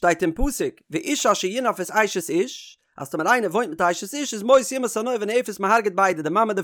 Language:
Yiddish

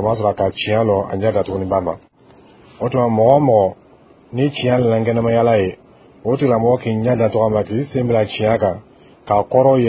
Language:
Dyula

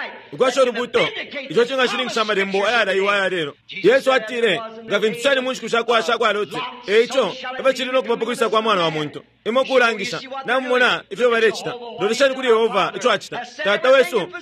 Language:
Bemba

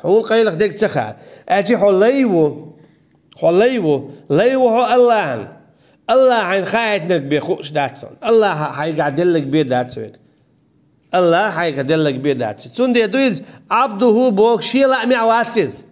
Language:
Chechen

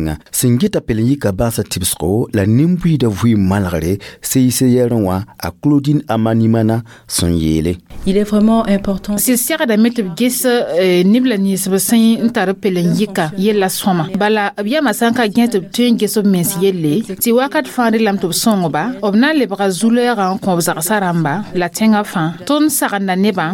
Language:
Mossi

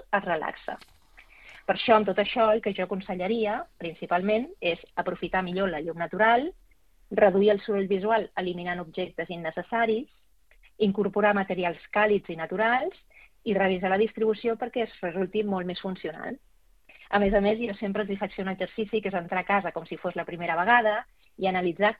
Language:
Catalan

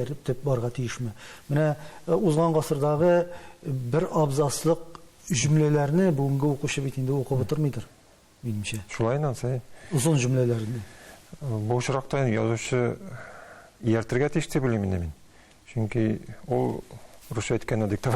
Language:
Tatar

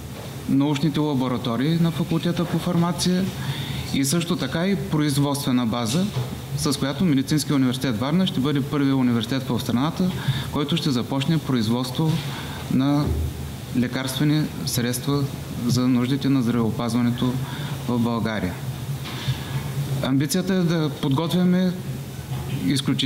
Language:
Bulgarian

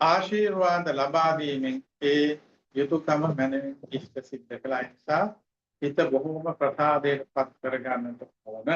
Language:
Sinhala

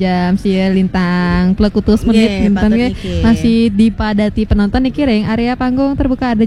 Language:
Balinese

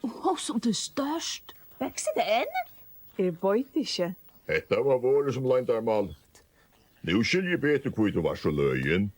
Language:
Faroese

